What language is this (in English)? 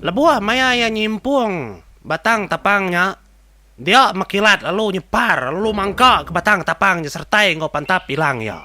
Iban